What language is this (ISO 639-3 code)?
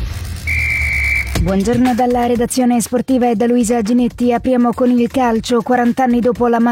ita